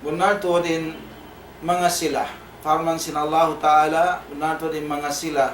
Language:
Tausug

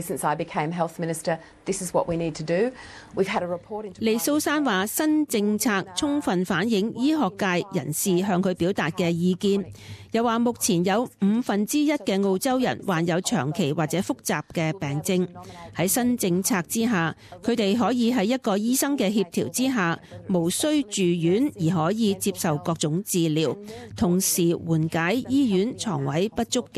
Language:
Cantonese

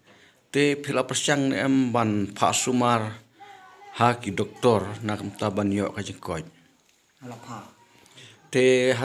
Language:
Khasi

